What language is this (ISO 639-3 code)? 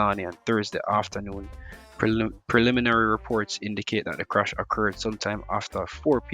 jam